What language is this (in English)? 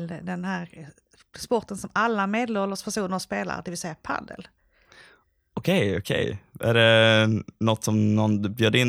Swedish